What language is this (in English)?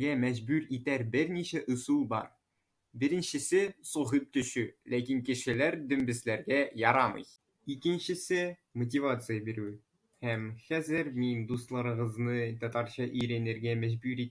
Tatar